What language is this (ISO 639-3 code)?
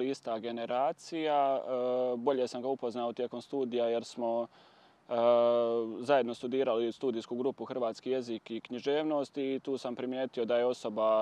hrv